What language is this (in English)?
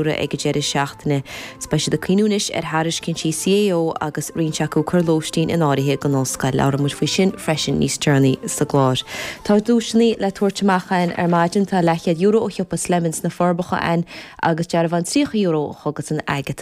Irish